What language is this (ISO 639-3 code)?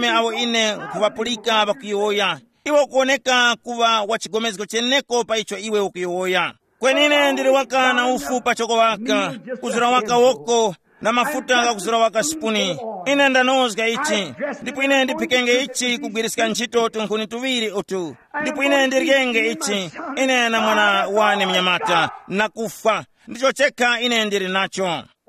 tum